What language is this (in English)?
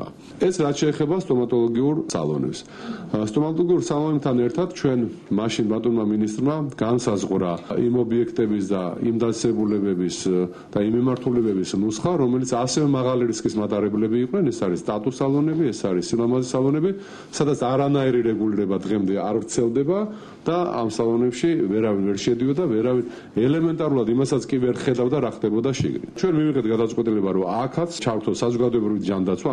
Georgian